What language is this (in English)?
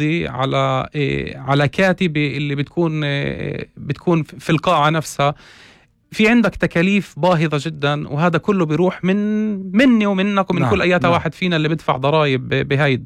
North Levantine Arabic